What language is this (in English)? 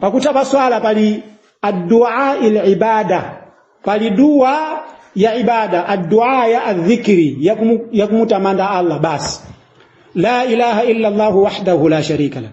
Nyanja